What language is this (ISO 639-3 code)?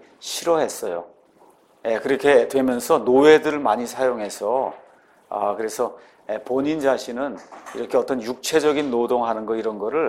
kor